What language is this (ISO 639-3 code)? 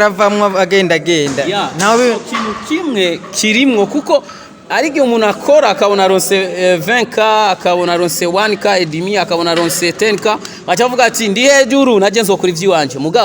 run